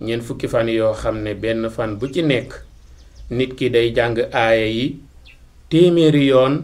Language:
Wolof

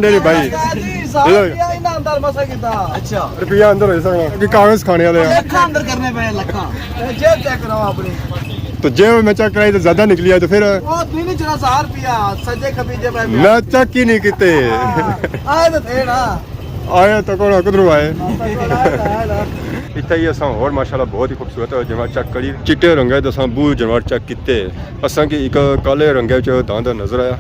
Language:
Pahari-Potwari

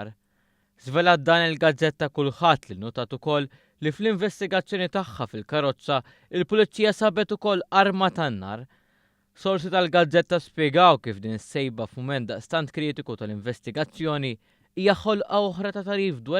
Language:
Maltese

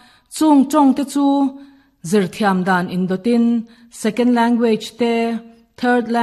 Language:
Mizo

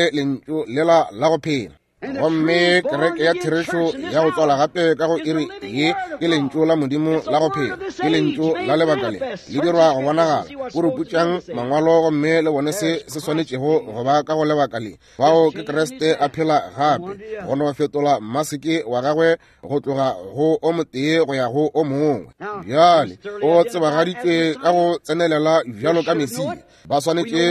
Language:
Northern Sotho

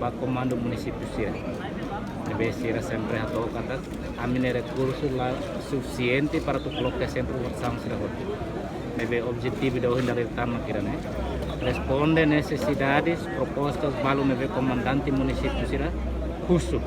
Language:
Tetum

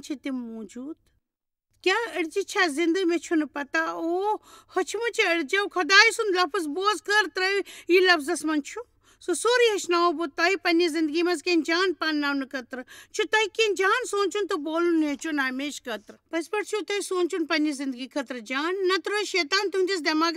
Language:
Kashmiri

